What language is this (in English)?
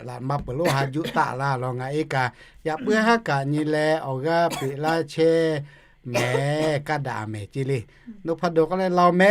Lahu